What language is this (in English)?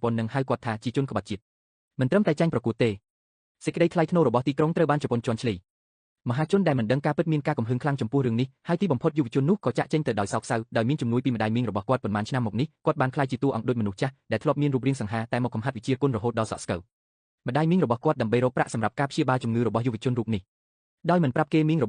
Khmer